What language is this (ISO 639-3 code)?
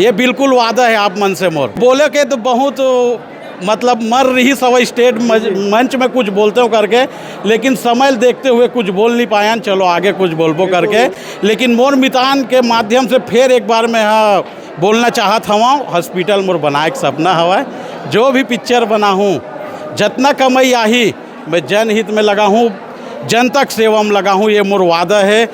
hne